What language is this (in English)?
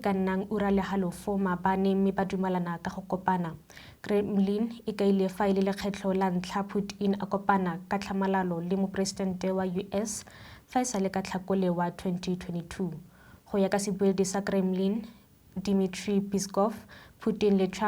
Tswana